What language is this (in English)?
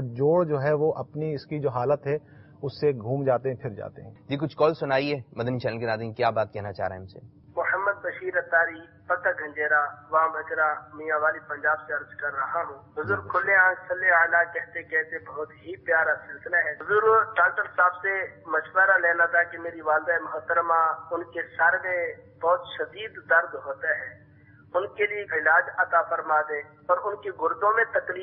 Urdu